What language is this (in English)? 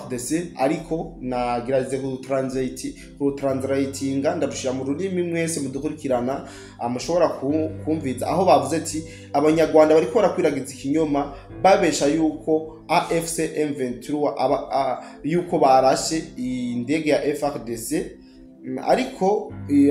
Rundi